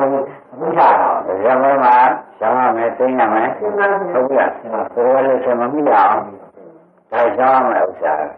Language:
Burmese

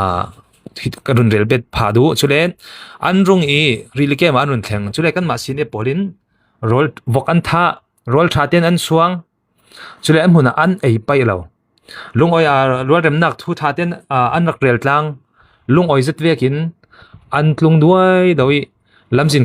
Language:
Falam Chin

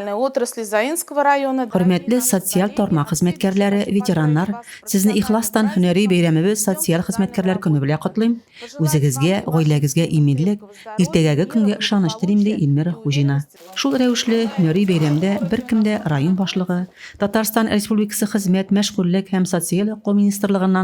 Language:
Tatar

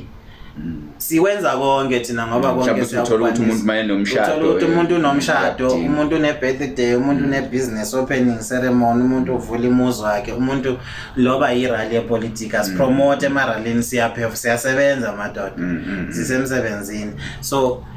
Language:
Zulu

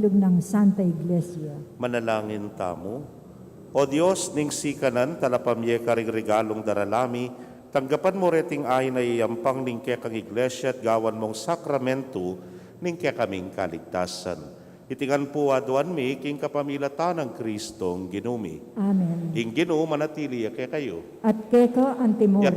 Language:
Pampanga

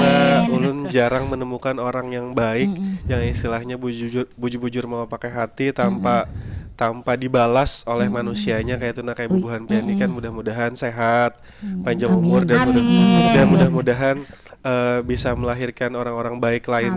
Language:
Banjar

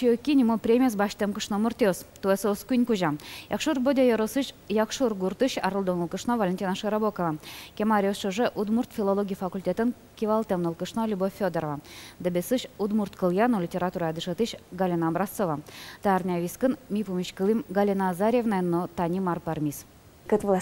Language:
Udmurt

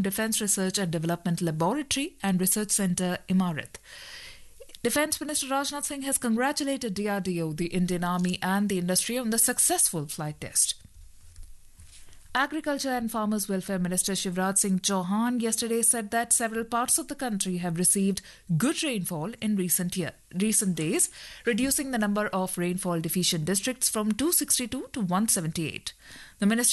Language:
English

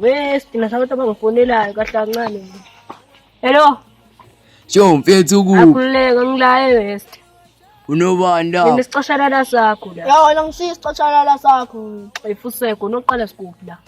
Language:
Zulu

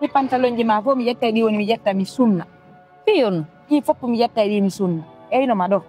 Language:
Fula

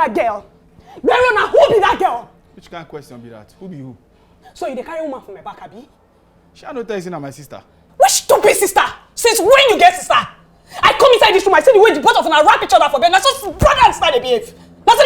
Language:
Nigerian Pidgin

